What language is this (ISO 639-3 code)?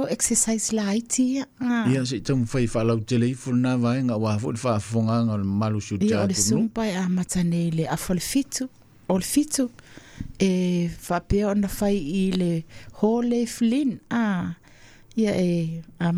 smo